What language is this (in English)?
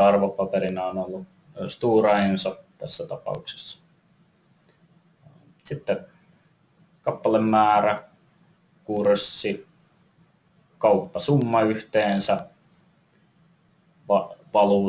Finnish